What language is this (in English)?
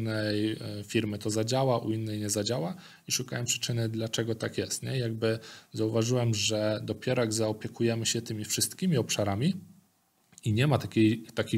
Polish